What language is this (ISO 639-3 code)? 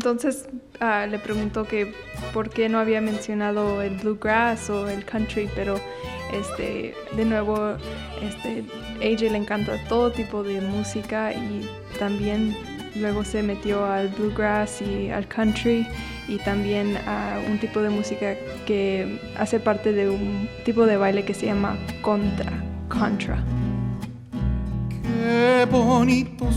spa